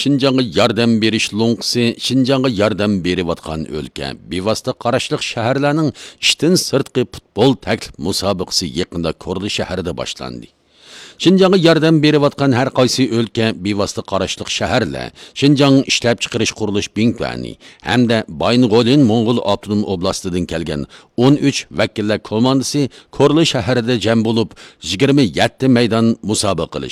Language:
Uyghur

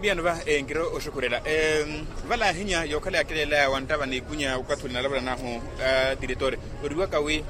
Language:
Makhuwa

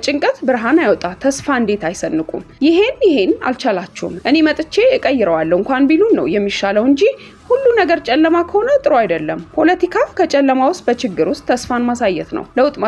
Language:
Amharic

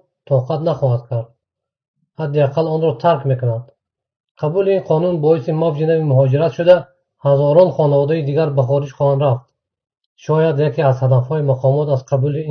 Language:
Tajik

